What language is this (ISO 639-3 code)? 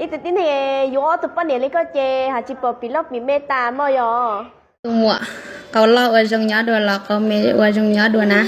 hmn